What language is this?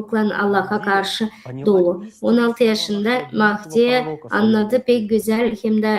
Gagauz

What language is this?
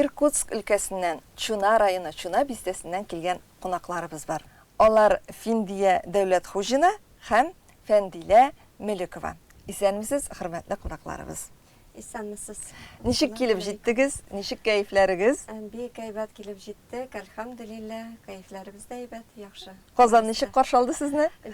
Tatar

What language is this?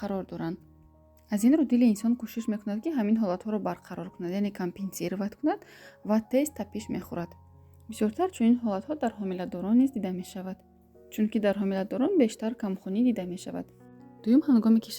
Tajik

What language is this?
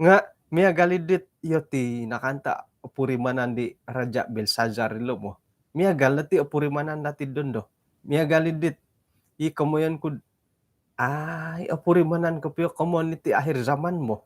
Central Dusun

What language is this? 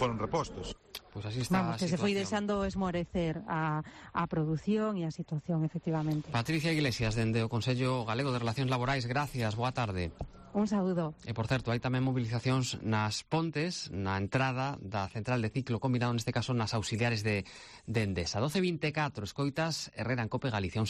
Galician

